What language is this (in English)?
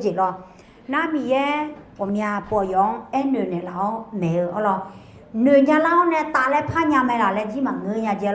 Akha